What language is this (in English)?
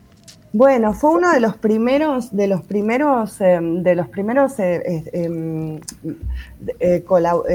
Spanish